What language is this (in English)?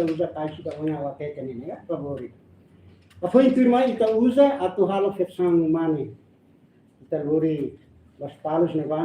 Tetum